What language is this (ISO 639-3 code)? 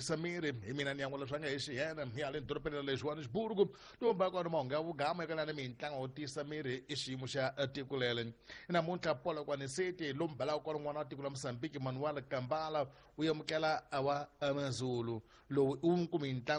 tso